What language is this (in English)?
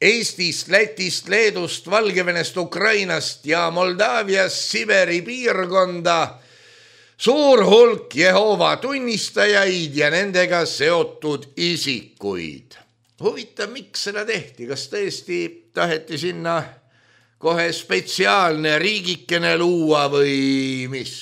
Estonian